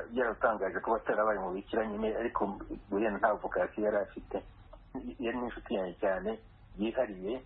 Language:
Kinyarwanda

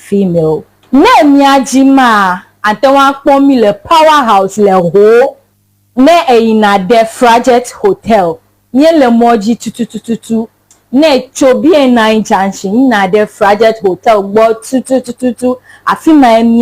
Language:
Ewe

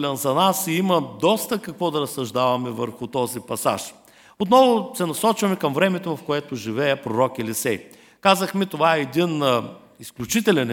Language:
Bulgarian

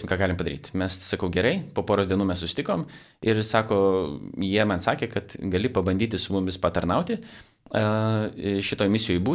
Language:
Lithuanian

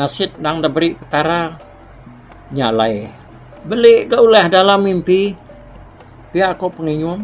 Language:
Iban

